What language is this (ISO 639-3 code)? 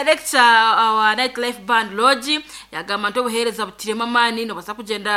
nyn